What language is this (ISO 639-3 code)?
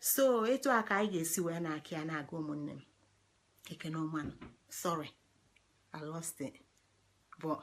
ibo